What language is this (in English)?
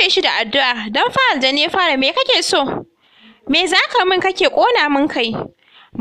Hausa